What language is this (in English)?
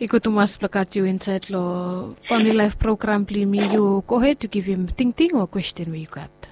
Bislama